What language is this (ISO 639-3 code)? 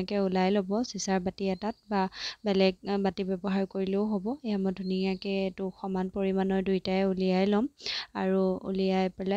asm